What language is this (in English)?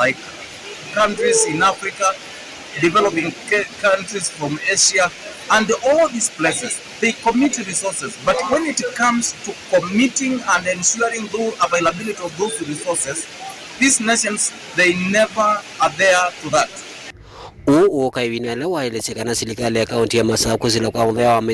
Kamba